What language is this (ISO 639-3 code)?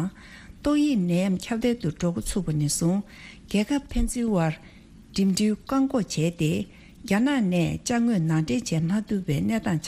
bod